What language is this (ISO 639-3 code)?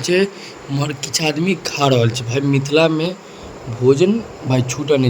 mai